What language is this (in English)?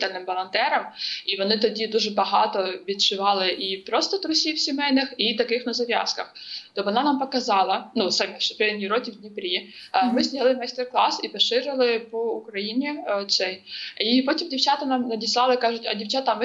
Ukrainian